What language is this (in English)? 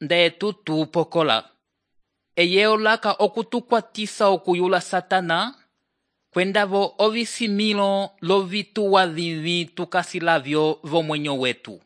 Umbundu